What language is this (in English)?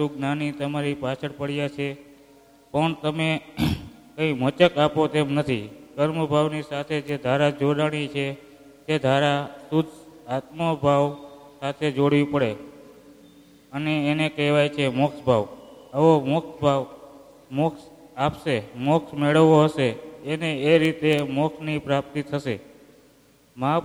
Gujarati